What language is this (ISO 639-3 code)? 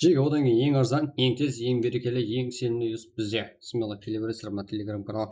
kaa